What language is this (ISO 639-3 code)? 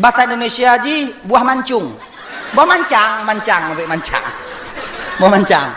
ace